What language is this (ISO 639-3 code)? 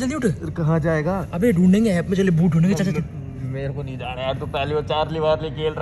hin